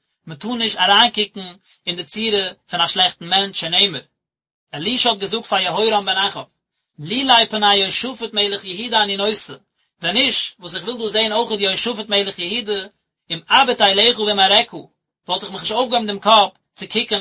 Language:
Yiddish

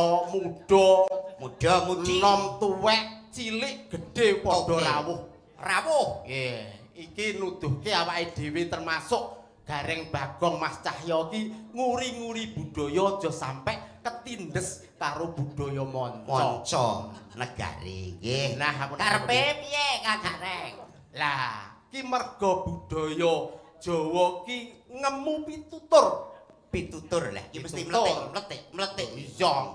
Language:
Javanese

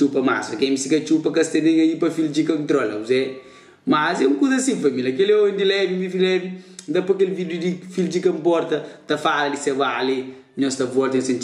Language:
Kabuverdianu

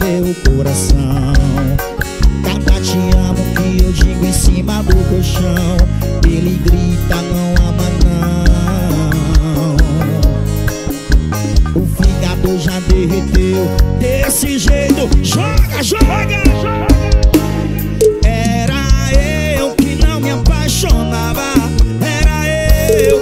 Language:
Portuguese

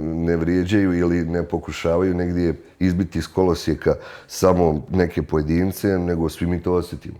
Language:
Bosnian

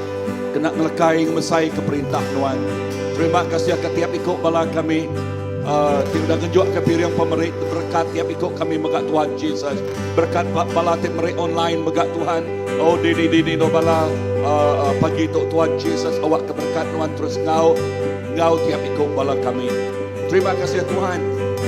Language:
Iban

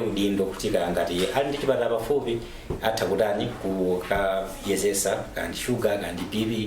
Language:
Nyanja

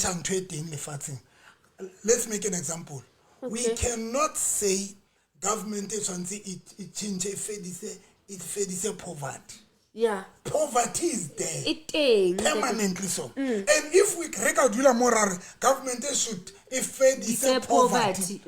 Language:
Southern Sotho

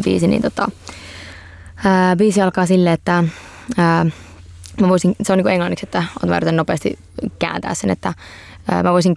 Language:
Finnish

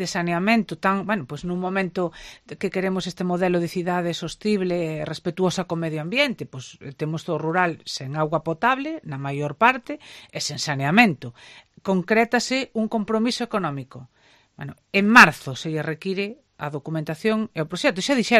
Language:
Galician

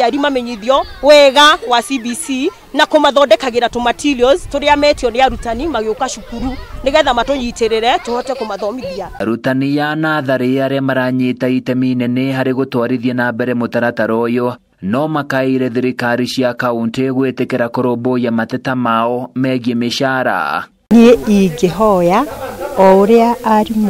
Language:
Kikuyu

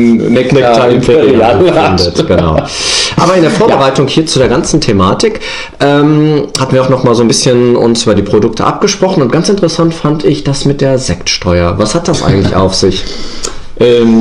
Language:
German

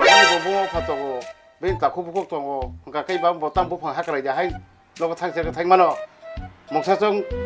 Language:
Kok Borok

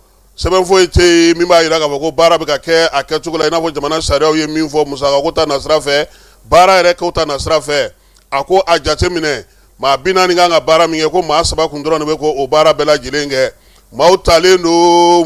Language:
Bambara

